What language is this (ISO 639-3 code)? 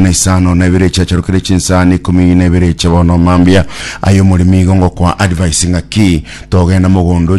guz